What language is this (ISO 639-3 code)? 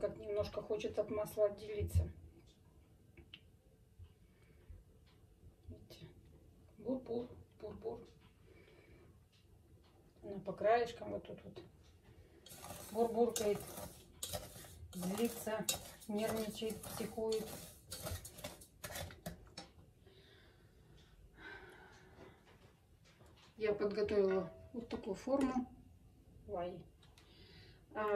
rus